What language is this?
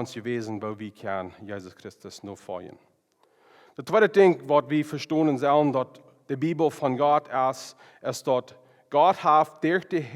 Plautdietsch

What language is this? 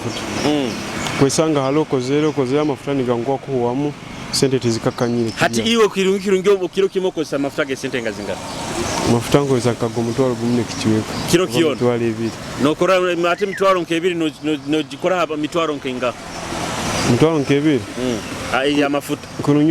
Nyoro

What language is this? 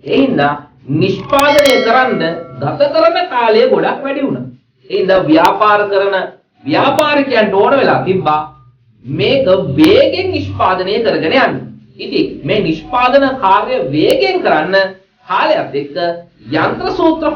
Sinhala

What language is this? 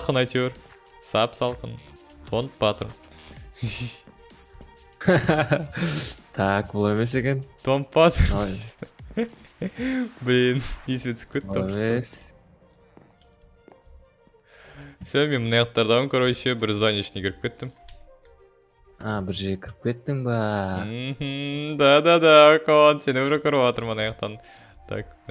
Kazakh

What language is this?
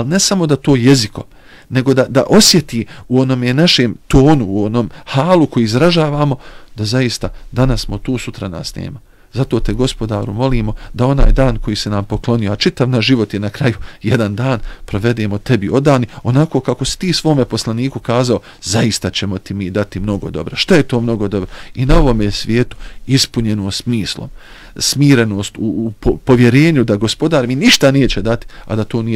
Bosnian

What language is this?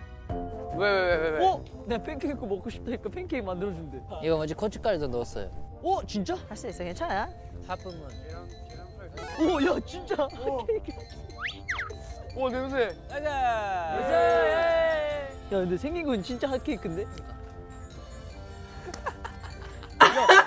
Korean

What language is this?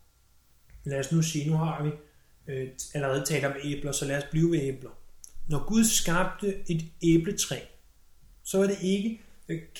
Danish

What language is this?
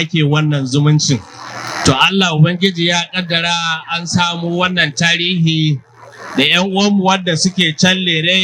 Hausa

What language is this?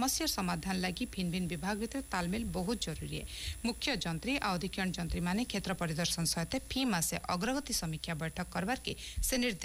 Odia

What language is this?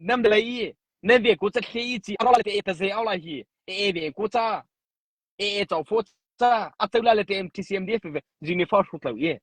Mara Chin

